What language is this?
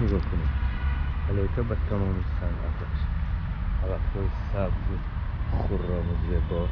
Tajik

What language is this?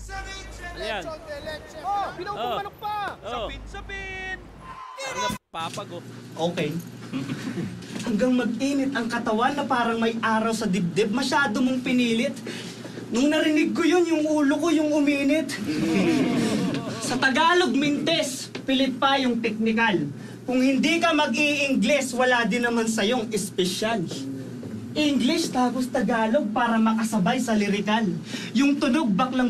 Filipino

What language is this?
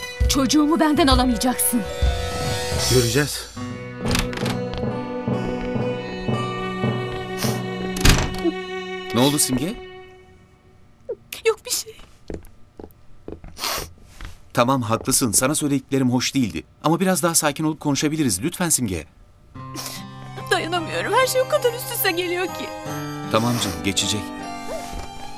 Turkish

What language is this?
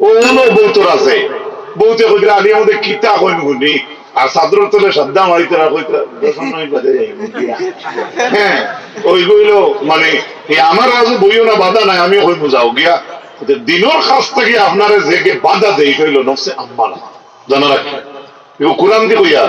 Sylheti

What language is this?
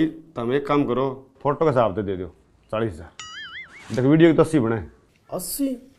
Haryanvi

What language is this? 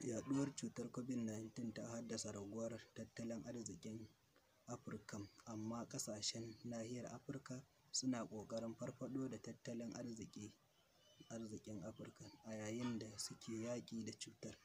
Hausa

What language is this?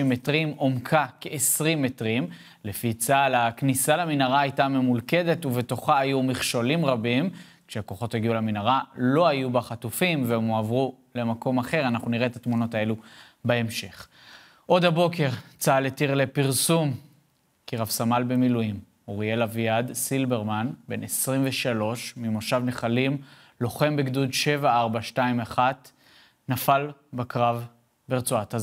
Hebrew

